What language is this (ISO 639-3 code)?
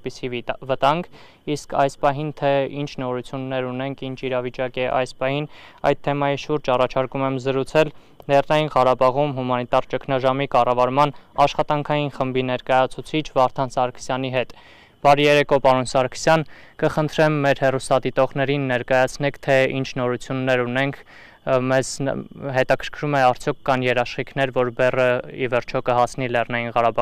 hye